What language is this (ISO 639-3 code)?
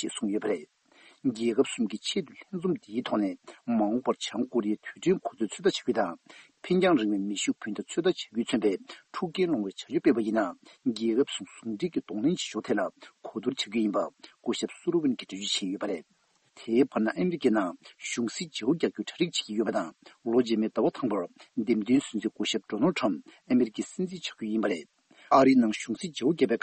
bod